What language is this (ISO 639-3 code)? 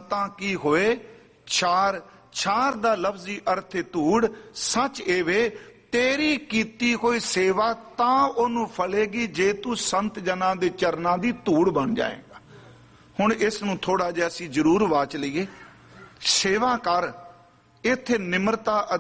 pan